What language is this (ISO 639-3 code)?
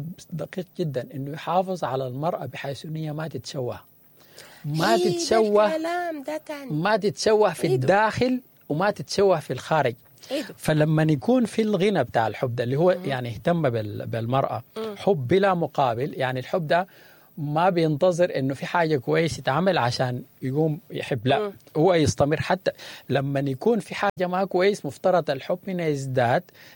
apd